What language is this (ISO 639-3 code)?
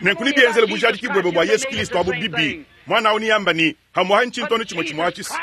lua